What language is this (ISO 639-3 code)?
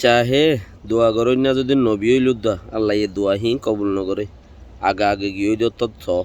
rhg